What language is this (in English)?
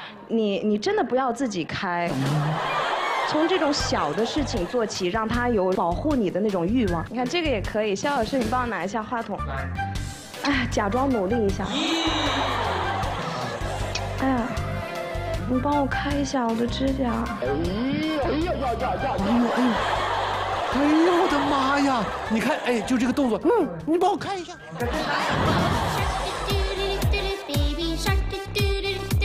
Chinese